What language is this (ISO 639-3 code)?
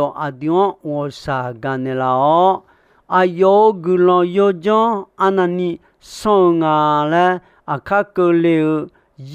ahk